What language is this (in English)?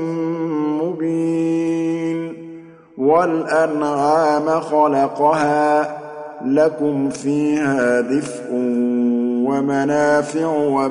Arabic